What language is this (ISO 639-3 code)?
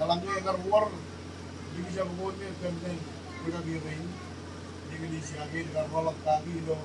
mah